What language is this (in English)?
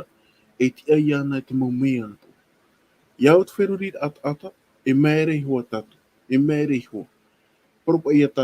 Tahitian